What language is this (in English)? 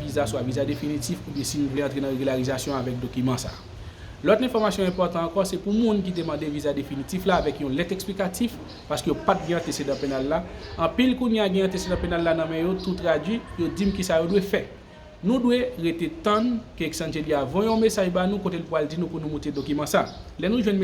Haitian Creole